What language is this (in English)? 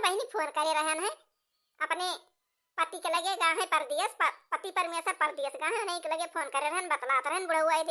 Awadhi